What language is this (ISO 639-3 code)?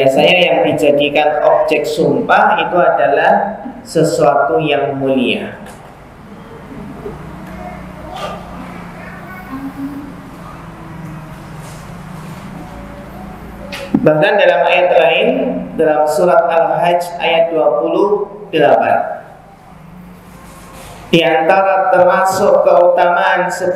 ind